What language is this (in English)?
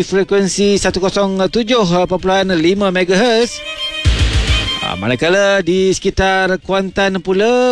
Malay